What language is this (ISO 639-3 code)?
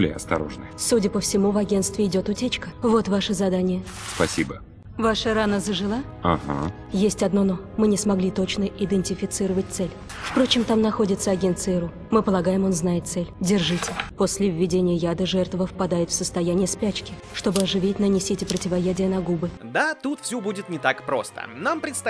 rus